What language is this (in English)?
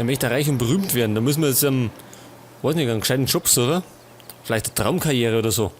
Bavarian